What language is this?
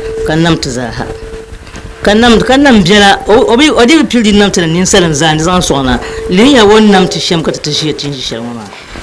Dagbani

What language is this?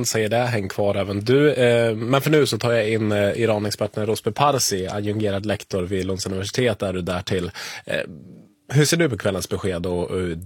Swedish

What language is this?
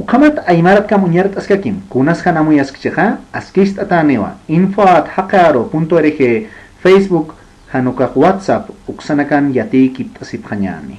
Aymara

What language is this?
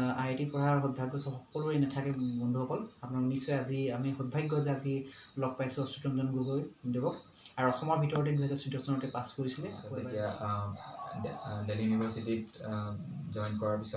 Assamese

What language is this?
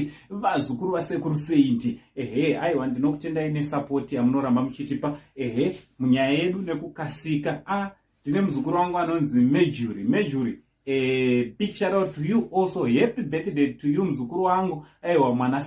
Shona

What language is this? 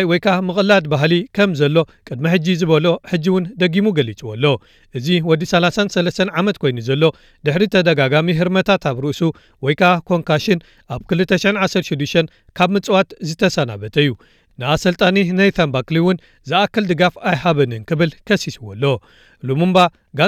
Tigrinya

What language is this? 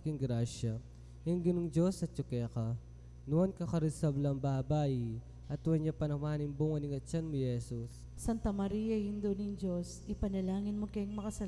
Pampanga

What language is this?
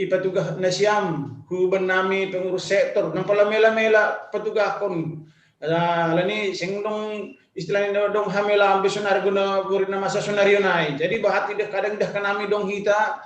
Batak Simalungun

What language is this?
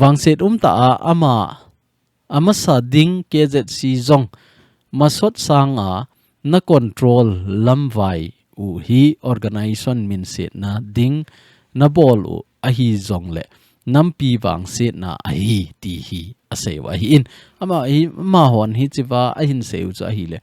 Thado Chin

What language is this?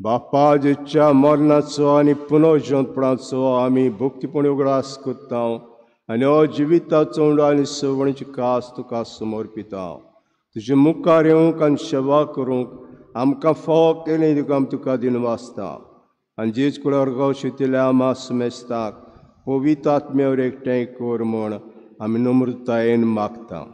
Konkani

